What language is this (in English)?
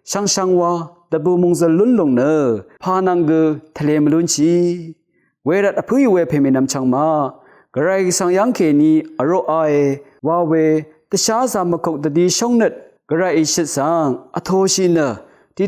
Rawang